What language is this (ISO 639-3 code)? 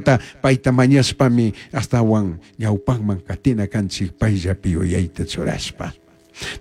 qug